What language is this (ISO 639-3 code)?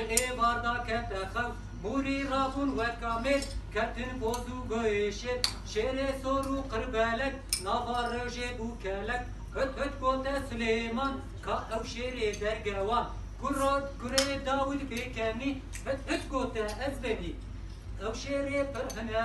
kur